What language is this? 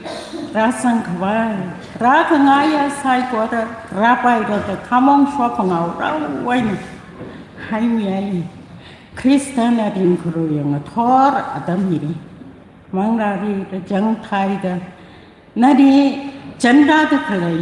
Tangkhul Naga (India)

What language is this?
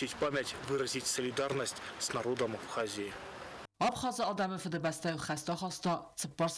Ossetic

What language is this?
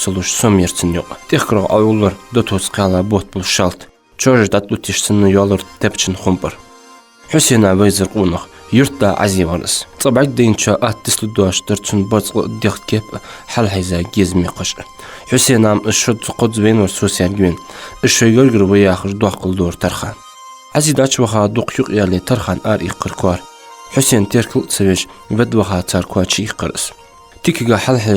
Ingush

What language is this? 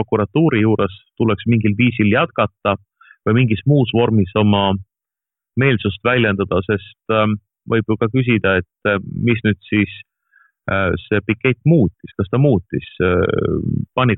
Estonian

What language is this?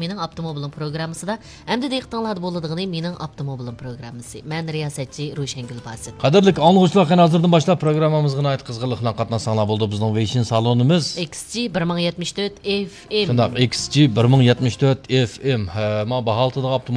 Uyghur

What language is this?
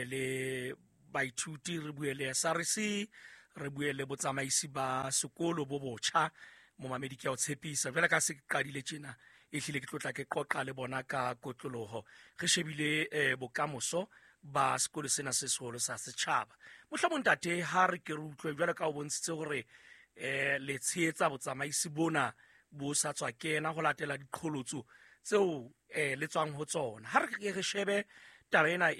Southern Sotho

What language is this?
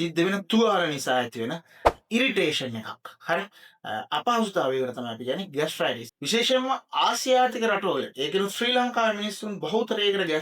Sinhala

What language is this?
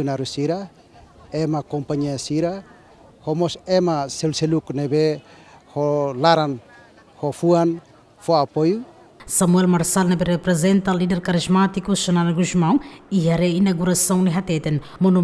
Tetum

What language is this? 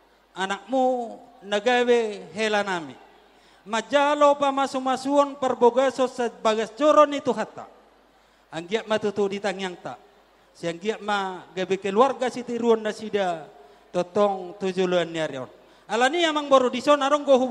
Batak Toba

